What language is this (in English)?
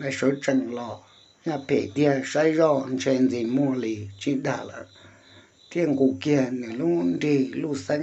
Hmong